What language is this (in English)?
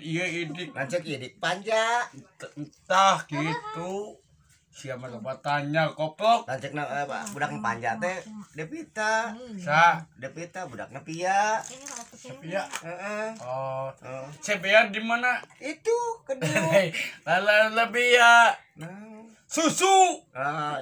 Sundanese